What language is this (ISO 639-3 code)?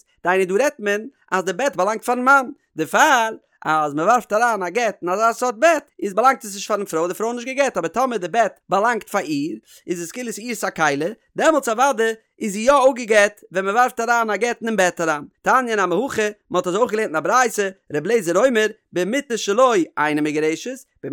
yid